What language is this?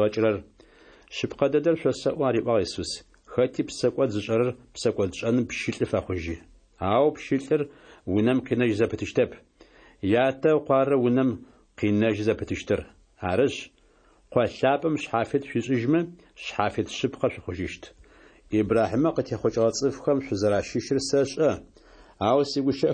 Adyghe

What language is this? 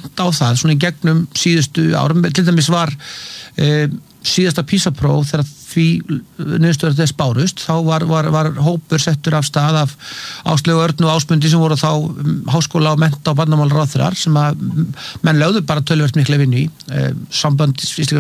Icelandic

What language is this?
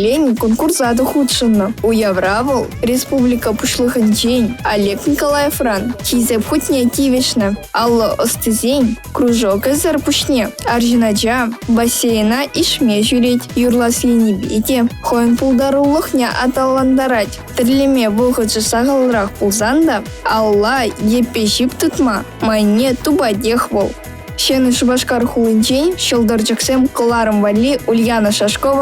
Chuvash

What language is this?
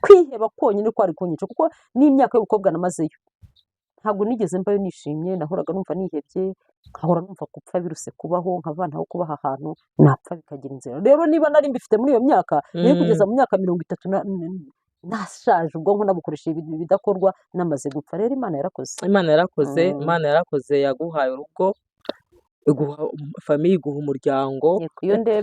Kinyarwanda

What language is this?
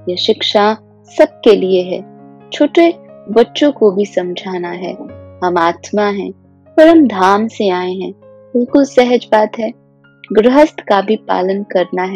Hindi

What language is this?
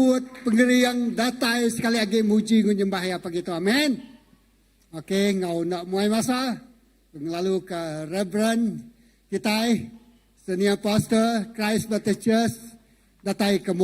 Iban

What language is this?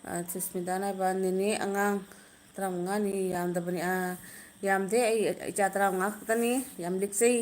Manipuri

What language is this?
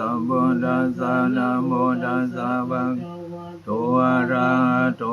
Pali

